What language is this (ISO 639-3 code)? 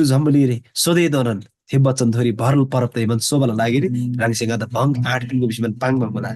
taj